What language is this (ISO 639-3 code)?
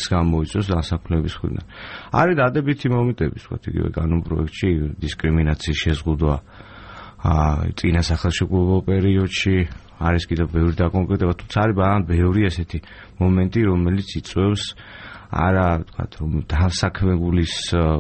kat